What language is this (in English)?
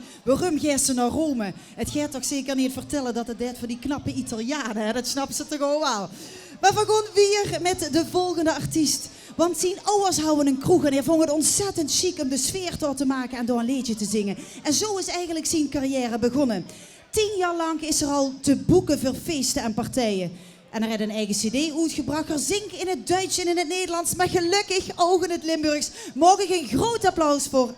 Limburgish